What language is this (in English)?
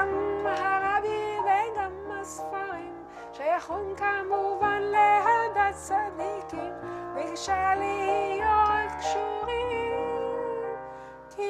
Hebrew